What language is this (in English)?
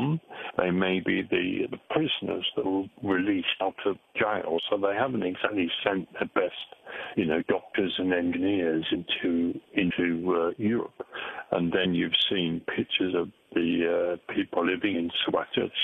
English